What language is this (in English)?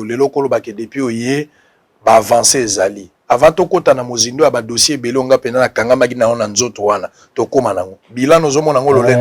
Lingala